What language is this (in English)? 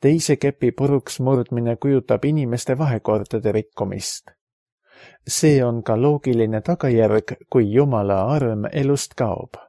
Estonian